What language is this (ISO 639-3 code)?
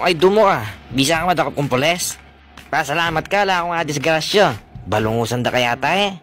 pam